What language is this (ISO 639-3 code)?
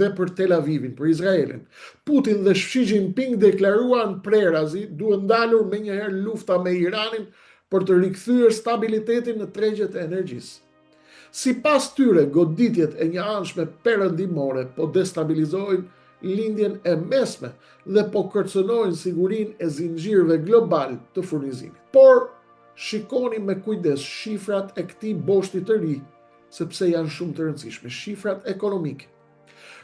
sqi